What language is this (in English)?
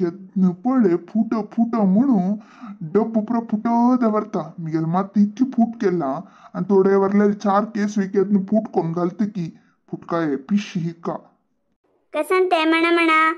Konkani